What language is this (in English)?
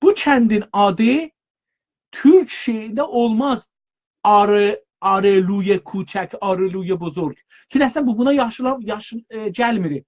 South Azerbaijani